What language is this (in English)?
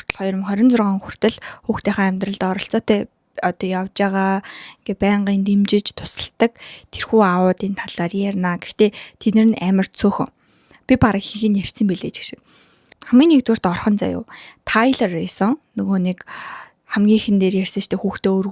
Mongolian